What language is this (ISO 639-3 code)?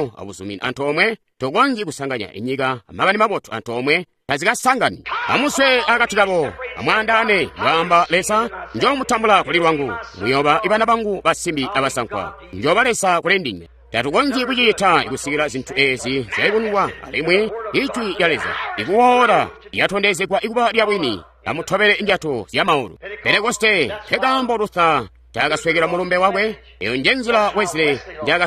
toi